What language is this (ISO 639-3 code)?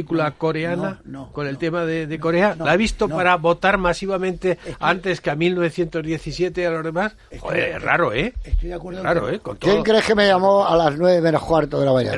spa